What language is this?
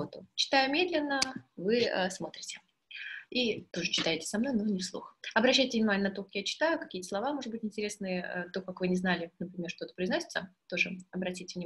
Russian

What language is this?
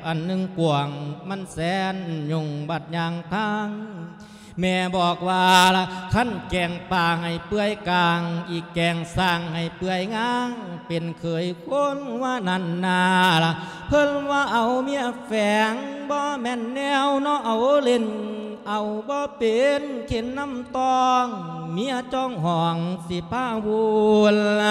Lao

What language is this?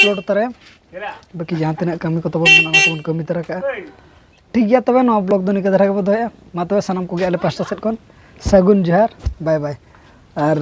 Santali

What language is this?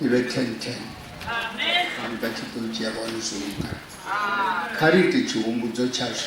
Venda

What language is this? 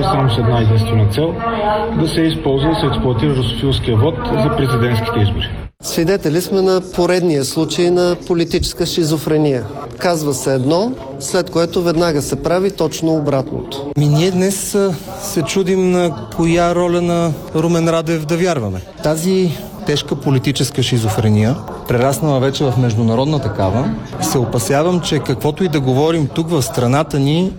Bulgarian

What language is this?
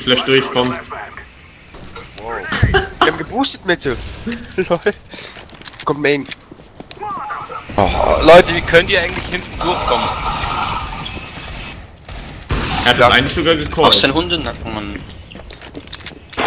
German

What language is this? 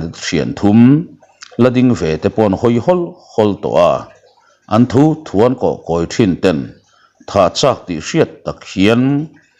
Mizo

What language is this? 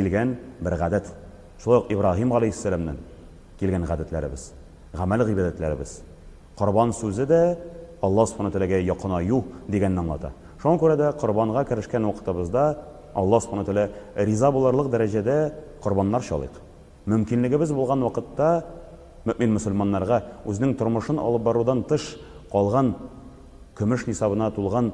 Tatar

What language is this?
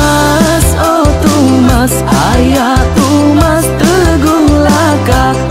Iban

